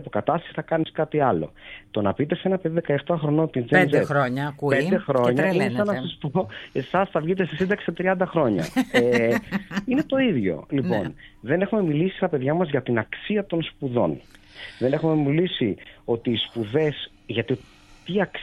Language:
Greek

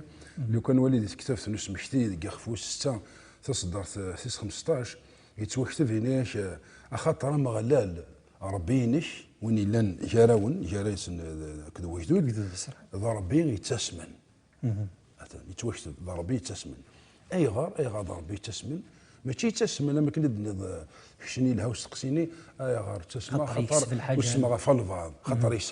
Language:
Kabyle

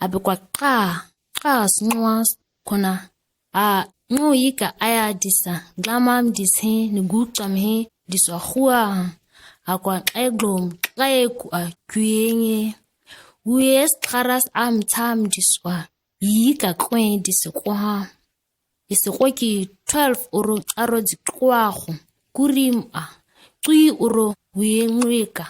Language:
ǁGana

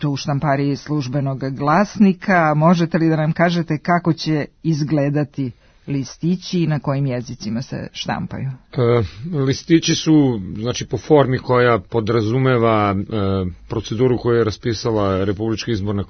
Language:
Serbian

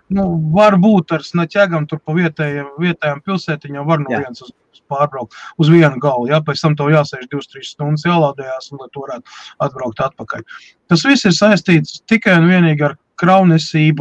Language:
Latvian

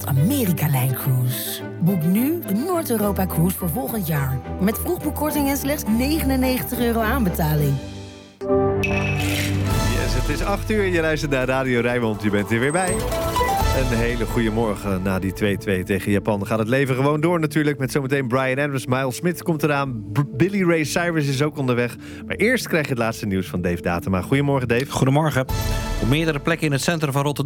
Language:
Dutch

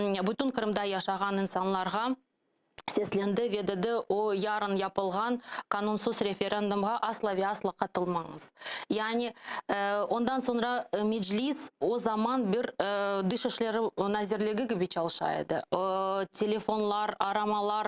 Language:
Crimean Tatar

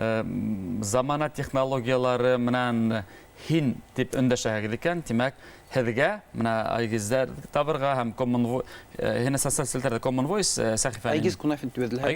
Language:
Bashkir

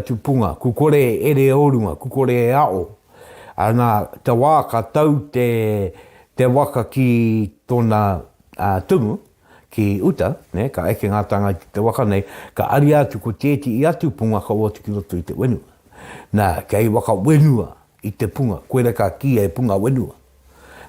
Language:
Māori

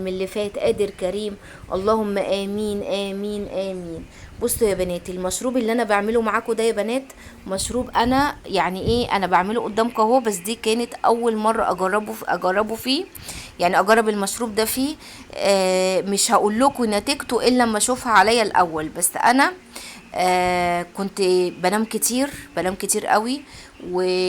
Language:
Egyptian Arabic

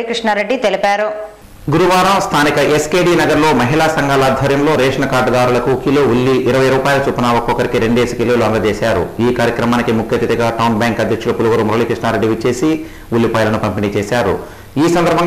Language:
Telugu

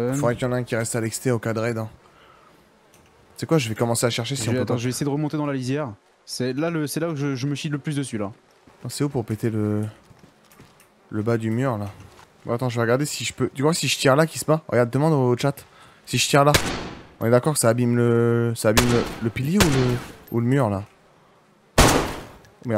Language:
French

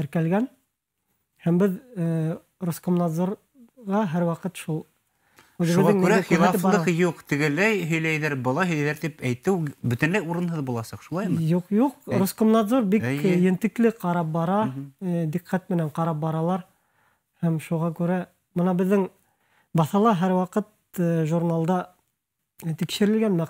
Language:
Bashkir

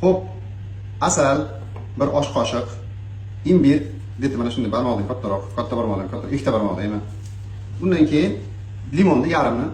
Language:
Uzbek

